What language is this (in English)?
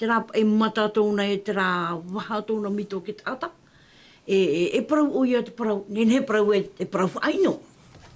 Tahitian